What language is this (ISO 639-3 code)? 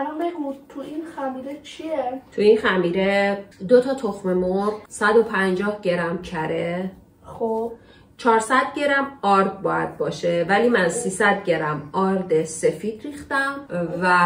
fas